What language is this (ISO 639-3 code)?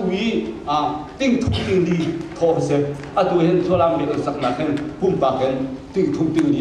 cnh